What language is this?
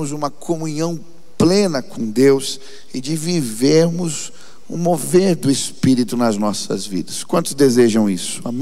Portuguese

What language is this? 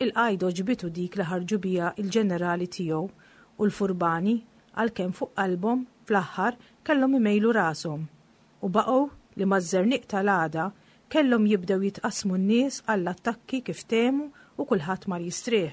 Maltese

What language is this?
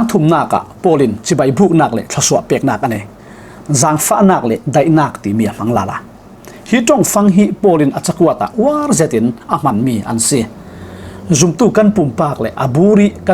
Falam Chin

